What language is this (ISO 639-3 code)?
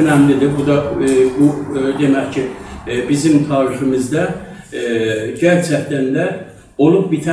azb